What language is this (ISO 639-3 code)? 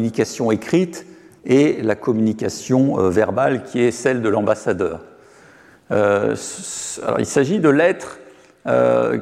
fra